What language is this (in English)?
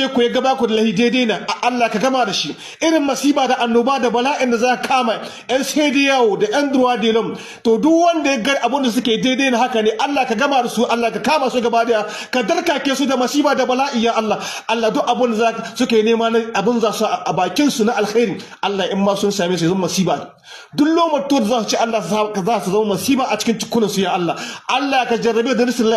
Hausa